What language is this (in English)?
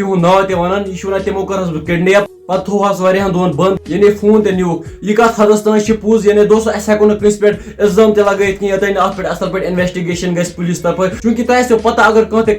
Kashmiri